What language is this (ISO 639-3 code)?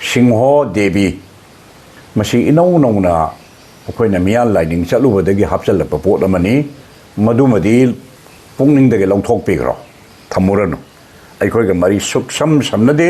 mni